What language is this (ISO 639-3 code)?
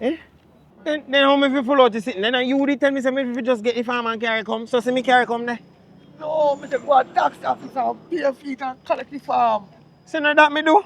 jam